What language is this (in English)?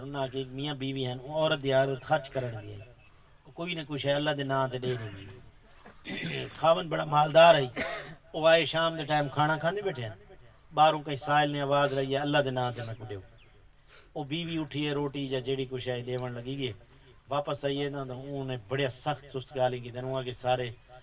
Saraiki